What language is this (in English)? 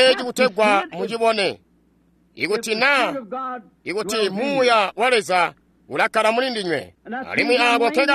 Tonga (Zambia)